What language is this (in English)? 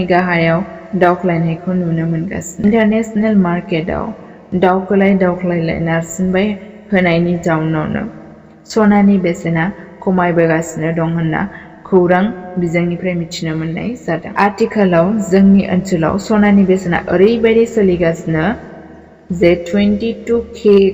Bodo